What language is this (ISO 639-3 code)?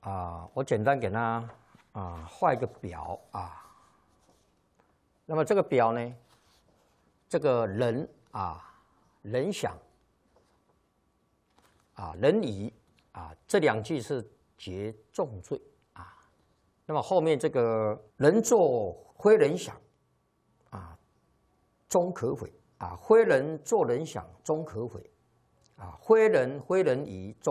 zho